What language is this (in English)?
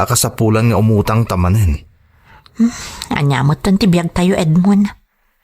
Iloko